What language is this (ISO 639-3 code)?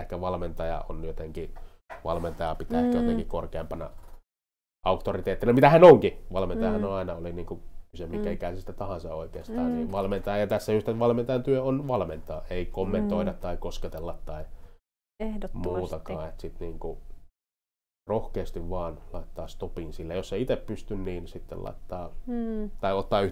fin